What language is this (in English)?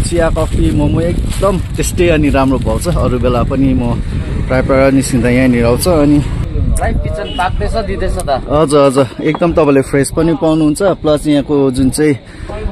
Nepali